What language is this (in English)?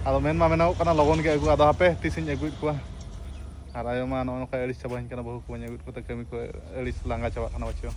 Santali